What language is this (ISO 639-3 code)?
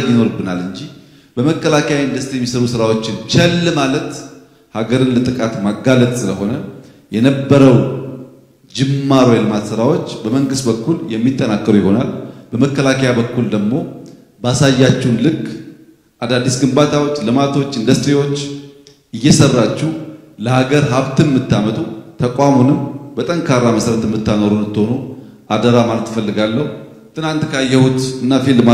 amh